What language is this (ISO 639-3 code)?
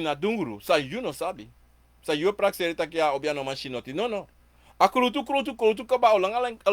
srn